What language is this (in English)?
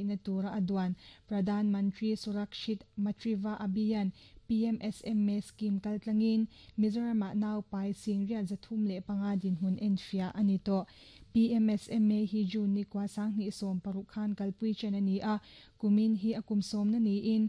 Mizo